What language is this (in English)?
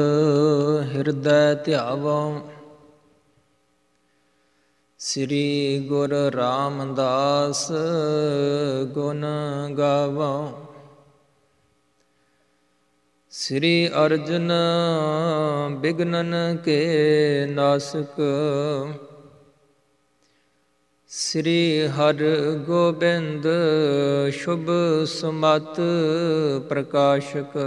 Punjabi